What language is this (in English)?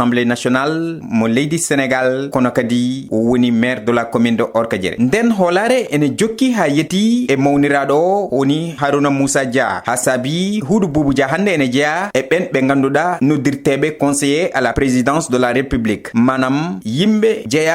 Fula